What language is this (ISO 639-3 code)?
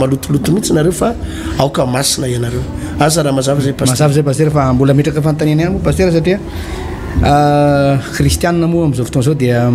mlg